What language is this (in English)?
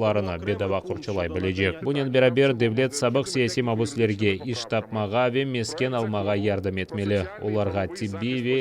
Crimean Tatar